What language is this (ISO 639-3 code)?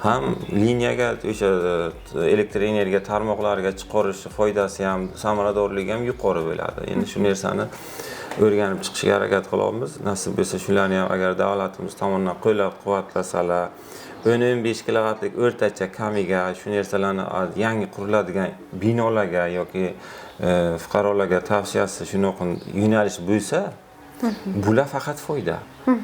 uzb